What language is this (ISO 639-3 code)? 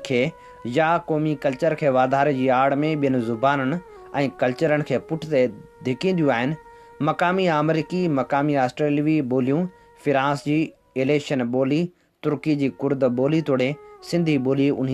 snd